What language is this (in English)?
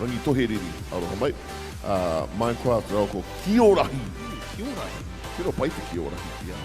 Māori